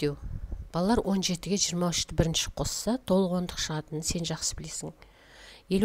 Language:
Kazakh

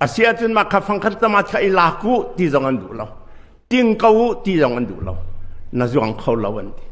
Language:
Hakha Chin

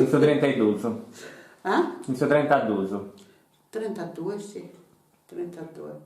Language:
Sardinian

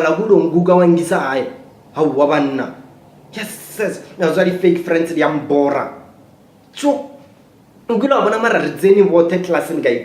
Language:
Northern Sotho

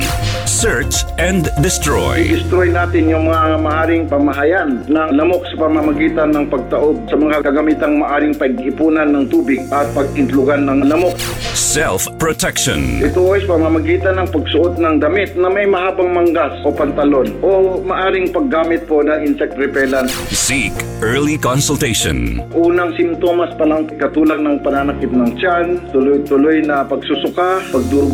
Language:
Filipino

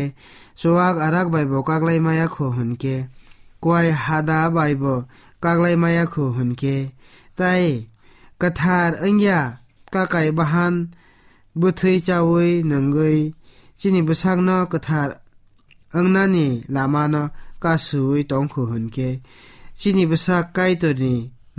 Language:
Kok Borok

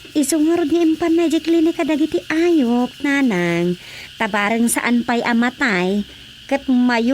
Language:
Iloko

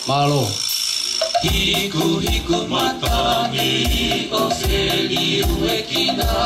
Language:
Tongan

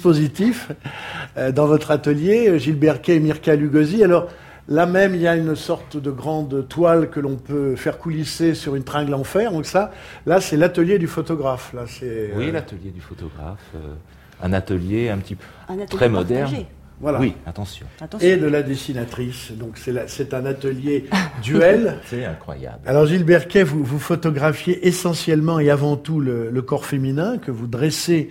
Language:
French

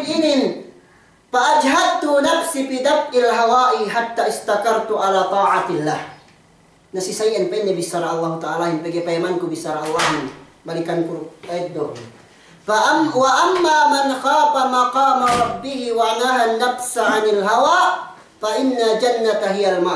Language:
Yakan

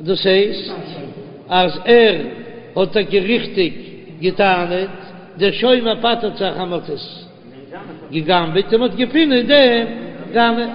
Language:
Yiddish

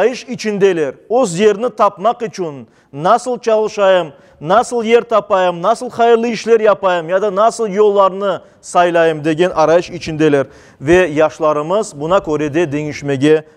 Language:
Crimean Tatar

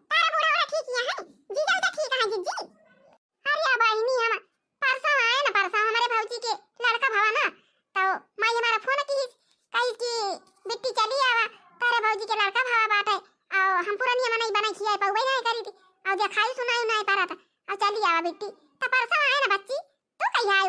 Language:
Awadhi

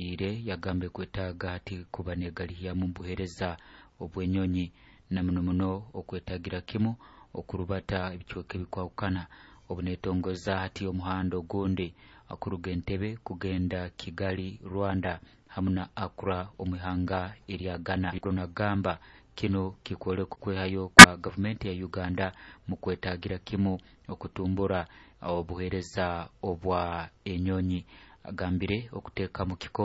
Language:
Nyoro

